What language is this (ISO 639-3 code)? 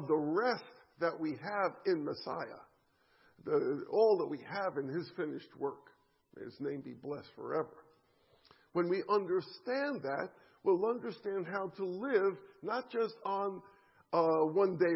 eng